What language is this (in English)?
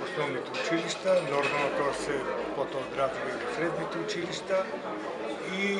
Macedonian